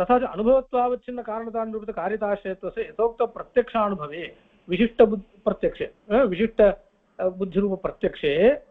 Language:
Sanskrit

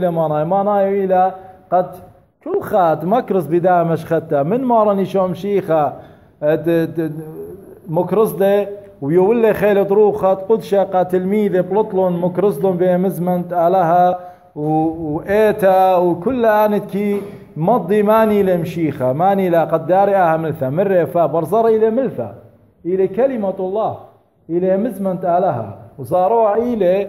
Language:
Assyrian Neo-Aramaic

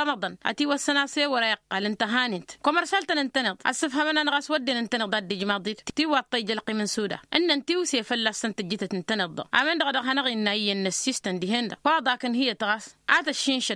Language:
Tamasheq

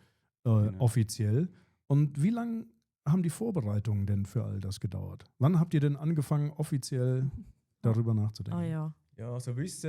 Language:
Swiss German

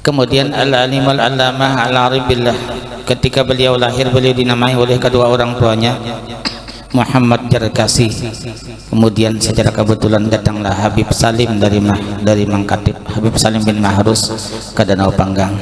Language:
Banjar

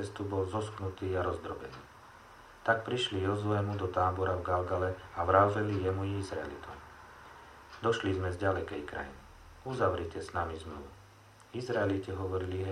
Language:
Slovak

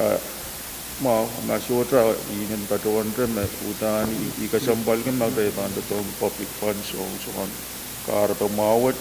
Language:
Pohnpeian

